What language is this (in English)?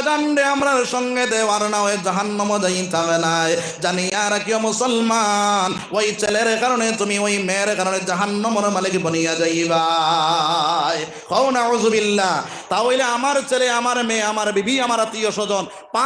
Sylheti